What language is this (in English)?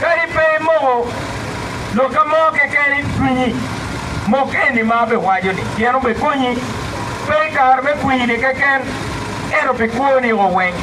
Acoli